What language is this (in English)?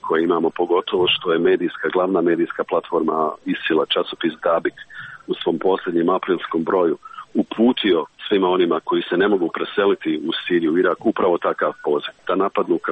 Serbian